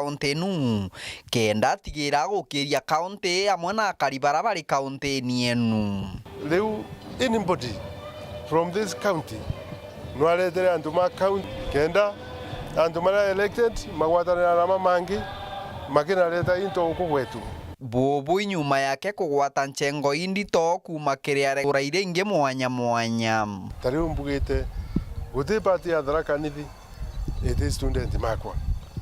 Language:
Meru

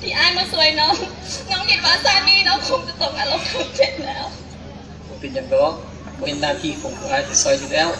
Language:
Lao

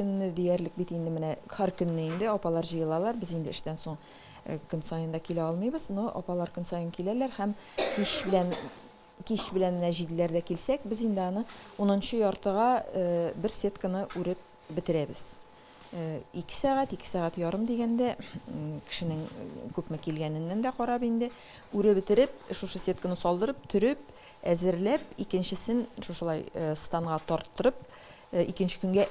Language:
Tatar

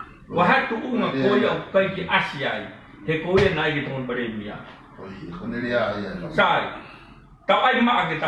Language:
Tongan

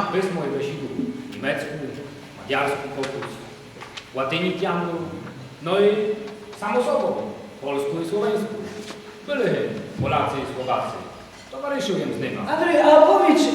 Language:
Rusyn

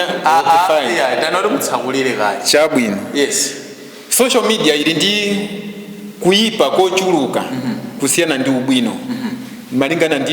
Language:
Nyanja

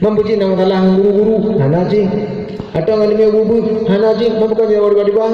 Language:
Achinese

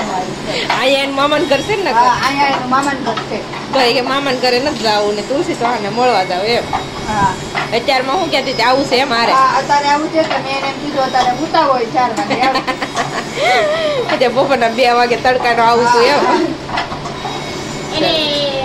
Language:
Gujarati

